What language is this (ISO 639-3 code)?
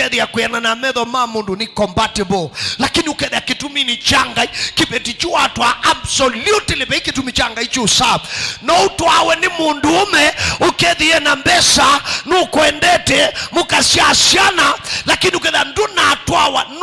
kam